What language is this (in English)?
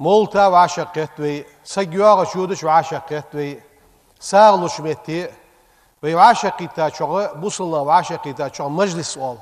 Ingush